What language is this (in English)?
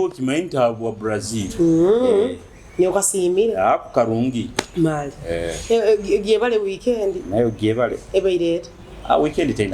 Nyoro